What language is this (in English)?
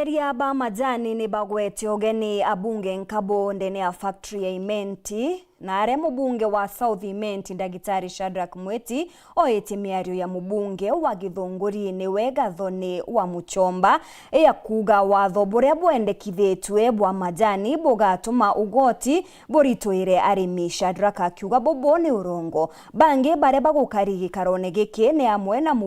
Meru